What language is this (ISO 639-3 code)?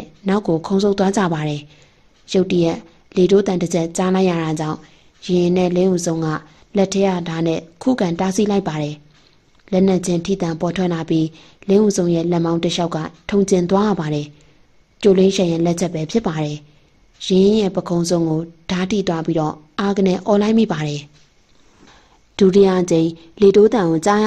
mya